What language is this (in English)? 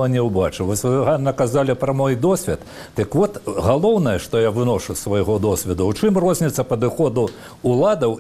Belarusian